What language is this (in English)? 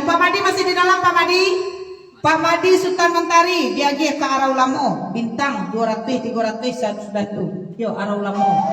Minangkabau